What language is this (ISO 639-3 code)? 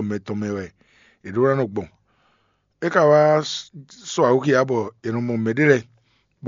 fon